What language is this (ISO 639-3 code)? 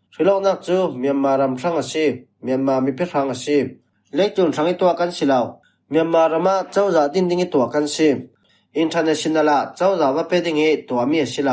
cfm